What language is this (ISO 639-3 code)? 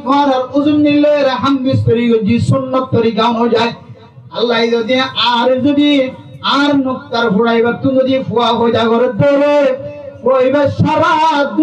rhg